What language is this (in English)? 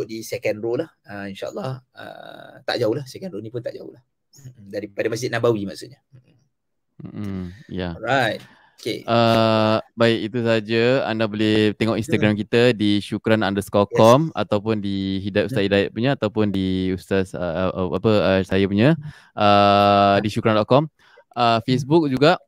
Malay